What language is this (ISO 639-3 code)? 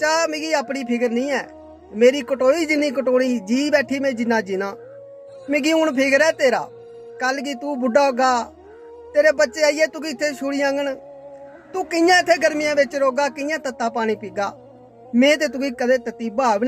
doi